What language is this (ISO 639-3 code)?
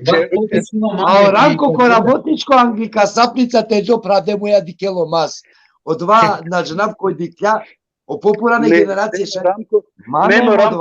rmn